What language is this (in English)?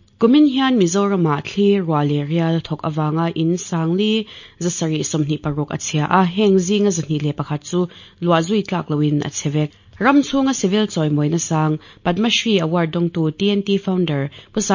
Mizo